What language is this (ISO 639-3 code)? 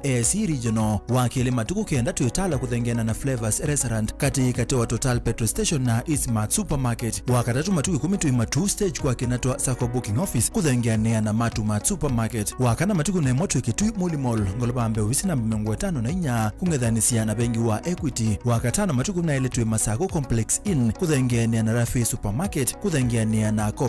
kam